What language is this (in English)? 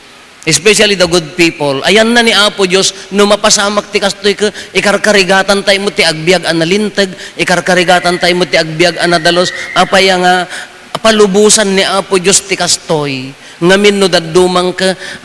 Iloko